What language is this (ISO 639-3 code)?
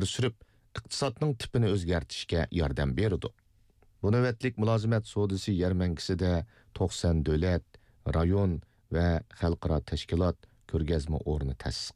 uig